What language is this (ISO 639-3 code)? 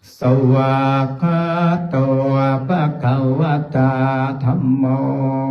pli